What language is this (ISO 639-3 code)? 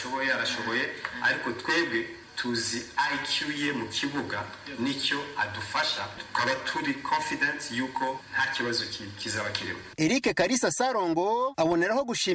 kin